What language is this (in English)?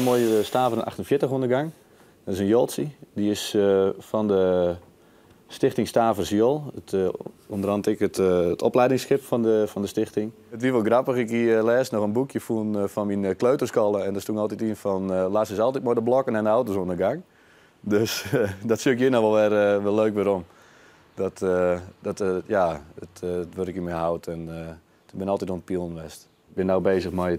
Western Frisian